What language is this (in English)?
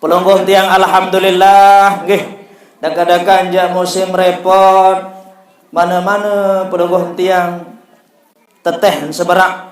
Sasak